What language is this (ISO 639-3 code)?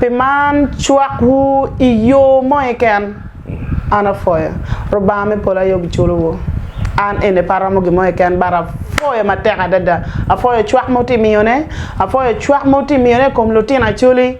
ach